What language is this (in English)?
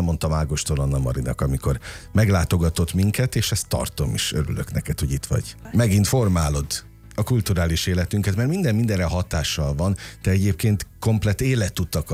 Hungarian